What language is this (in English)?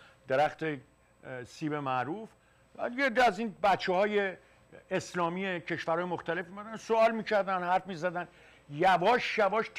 Persian